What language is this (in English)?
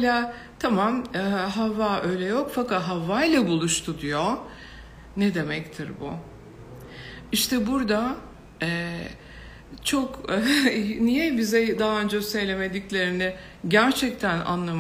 Turkish